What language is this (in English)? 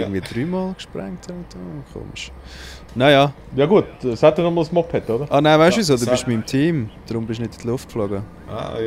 Swiss German